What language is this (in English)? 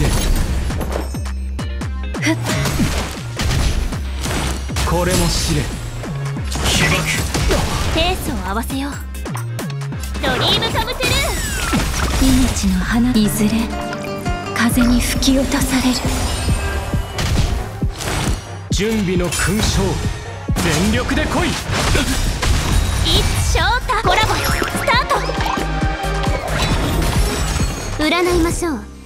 Japanese